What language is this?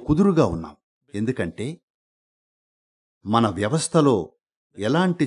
Telugu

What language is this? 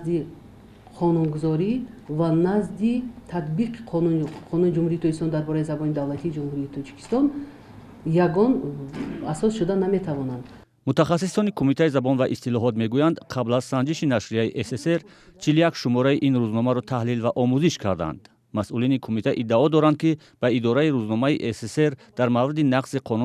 Tajik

